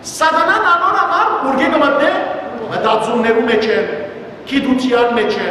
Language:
Western Armenian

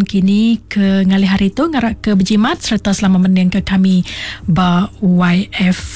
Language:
Iban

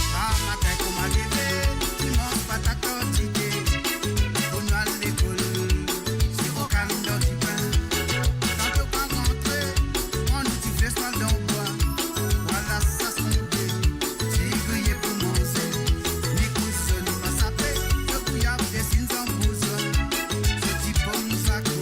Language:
Morisyen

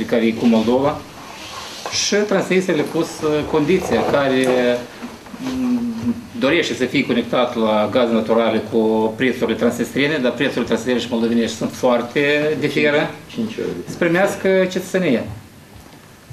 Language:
Romanian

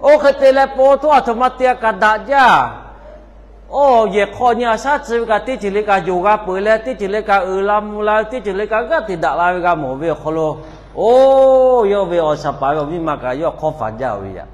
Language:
Lahu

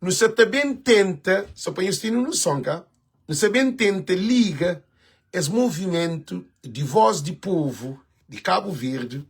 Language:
Kabuverdianu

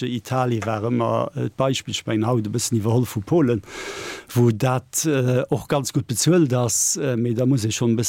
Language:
Luxembourgish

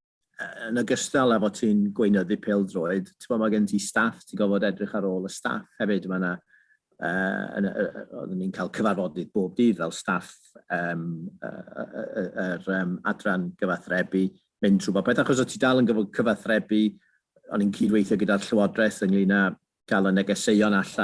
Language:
Welsh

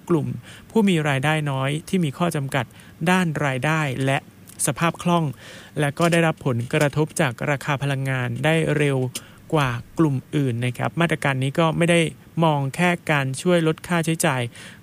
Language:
Thai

